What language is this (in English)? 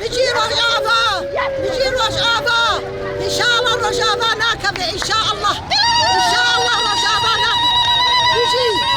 Kurdish